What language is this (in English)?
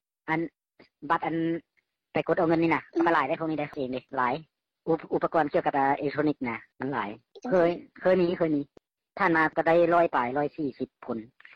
Lao